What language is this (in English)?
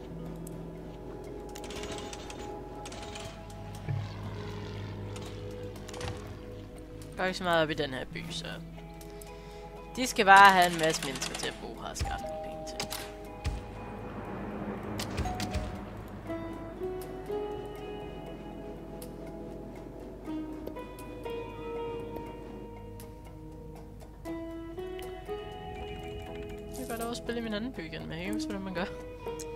Danish